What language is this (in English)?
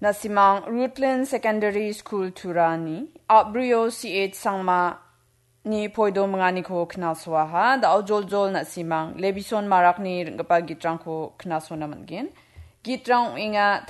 Garo